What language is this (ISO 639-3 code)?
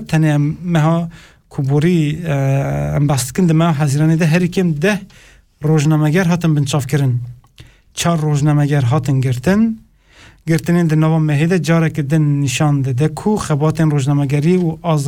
kur